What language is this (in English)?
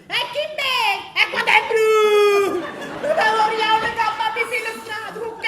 Neapolitan